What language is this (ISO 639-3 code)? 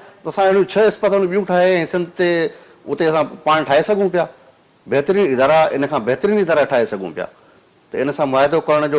snd